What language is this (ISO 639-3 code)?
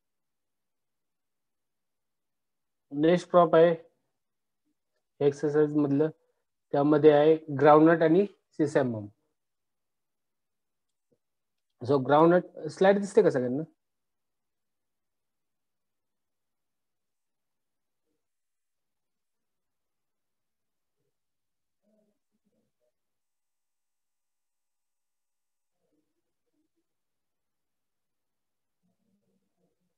mar